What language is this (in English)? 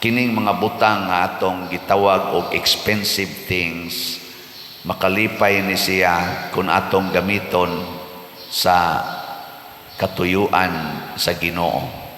Cebuano